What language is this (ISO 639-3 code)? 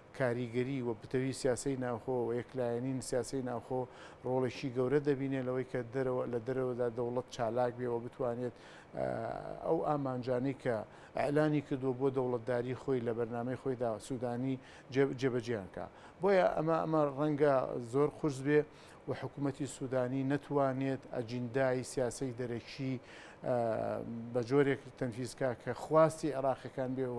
ckb